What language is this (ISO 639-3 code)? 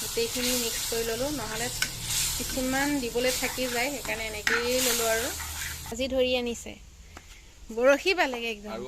asm